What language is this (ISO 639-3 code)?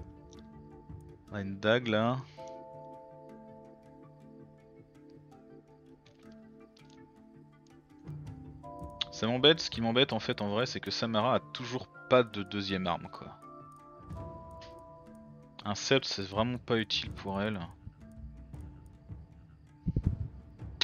fra